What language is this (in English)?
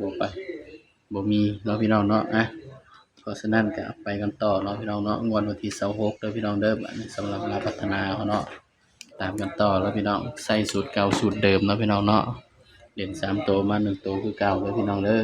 Northeastern Thai